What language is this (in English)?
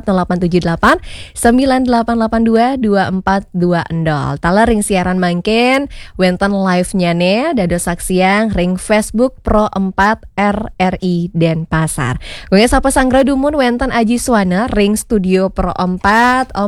Balinese